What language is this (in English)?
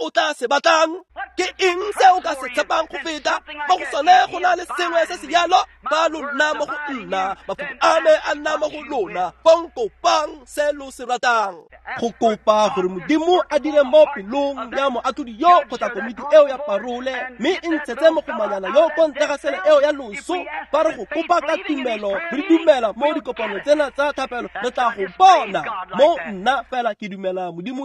Tswana